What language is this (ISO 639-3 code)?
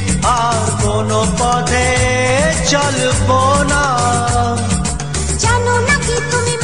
ben